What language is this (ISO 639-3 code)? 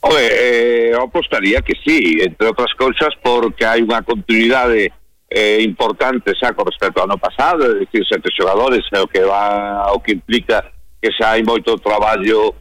glg